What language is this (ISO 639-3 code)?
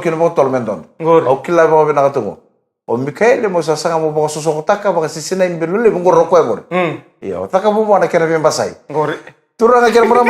fij